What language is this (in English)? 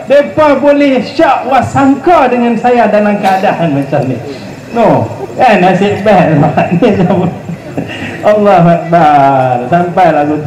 Malay